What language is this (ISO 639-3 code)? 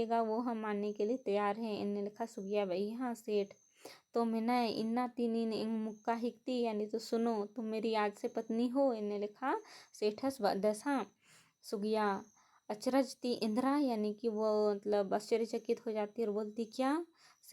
kru